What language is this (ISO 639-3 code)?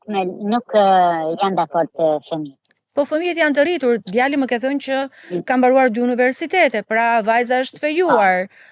sqi